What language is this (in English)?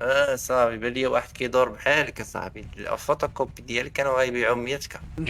Moroccan Arabic